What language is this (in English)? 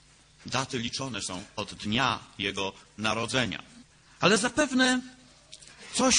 Polish